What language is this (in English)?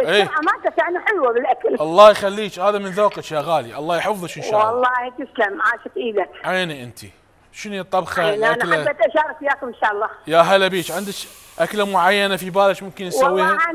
Mesopotamian Arabic